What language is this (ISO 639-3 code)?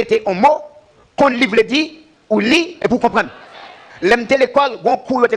hat